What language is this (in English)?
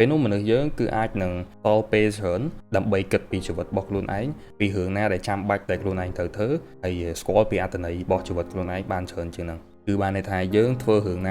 Khmer